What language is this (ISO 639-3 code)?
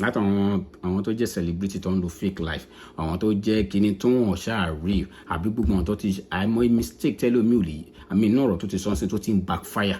yor